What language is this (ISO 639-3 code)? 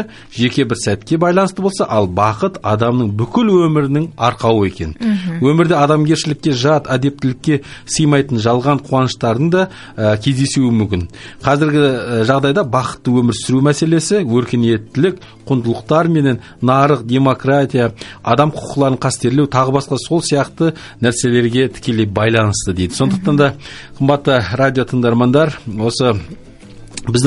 kaz